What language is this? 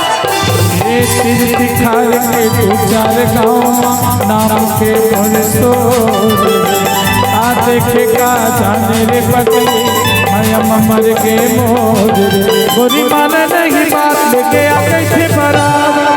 Chhattisgarhi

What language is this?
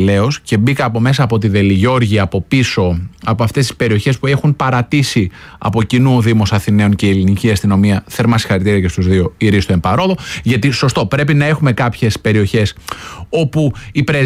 Greek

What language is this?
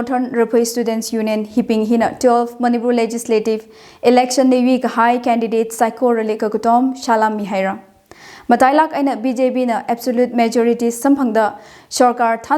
Tangkhul Naga (India)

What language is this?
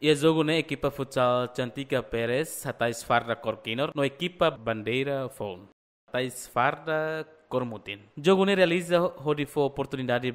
Tetum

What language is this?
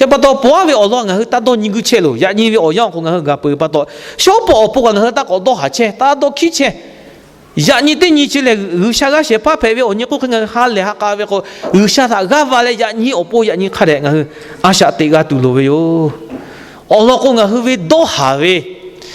Lahu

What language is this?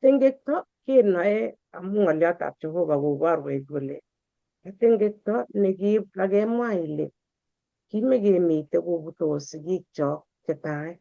Kalenjin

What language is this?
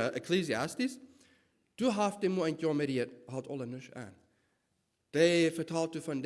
Plautdietsch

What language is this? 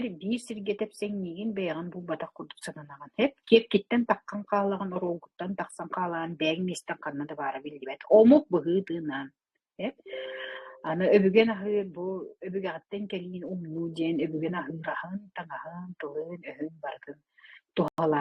Yakut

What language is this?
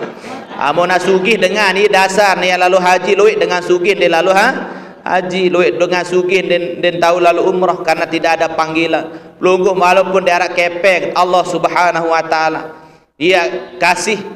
Sasak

